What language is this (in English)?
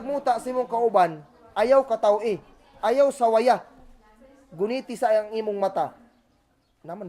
Cebuano